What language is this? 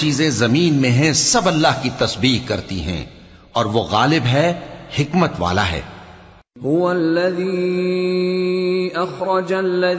Urdu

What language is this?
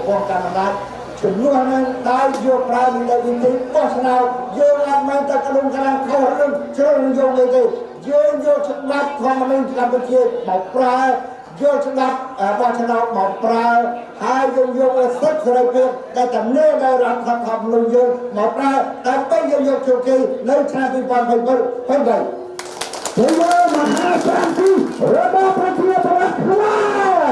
Khmer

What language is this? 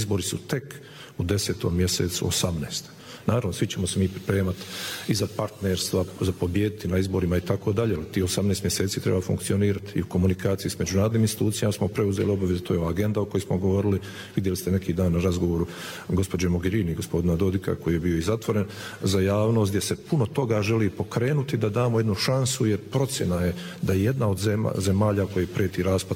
Bosnian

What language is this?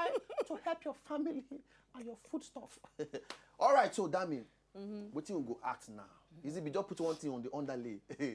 Nigerian Pidgin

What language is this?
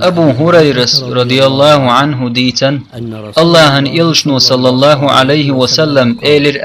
Chechen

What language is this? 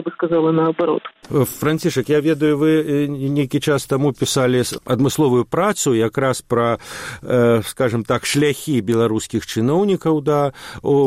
Belarusian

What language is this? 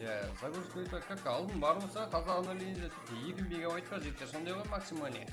Kara-Kalpak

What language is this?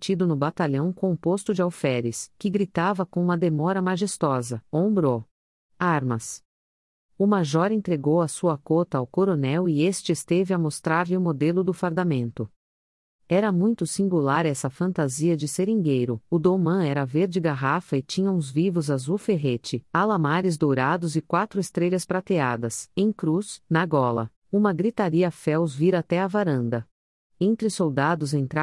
Portuguese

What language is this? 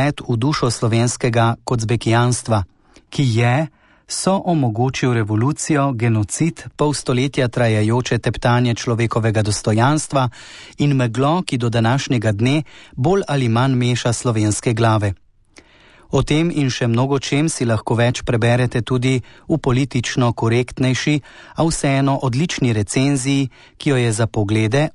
Slovenian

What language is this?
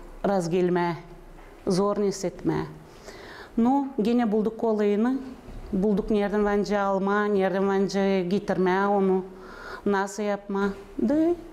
Gagauz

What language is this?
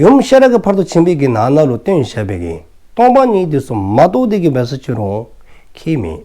Dzongkha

